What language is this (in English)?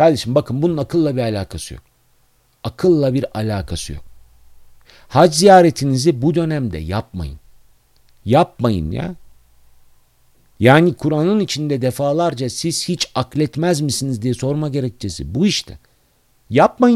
Turkish